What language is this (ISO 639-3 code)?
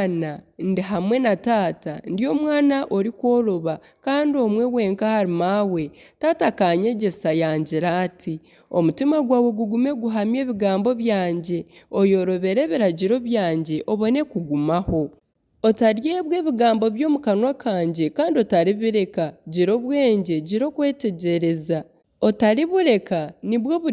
nyn